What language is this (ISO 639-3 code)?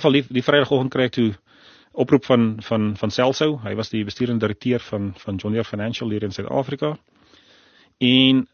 afr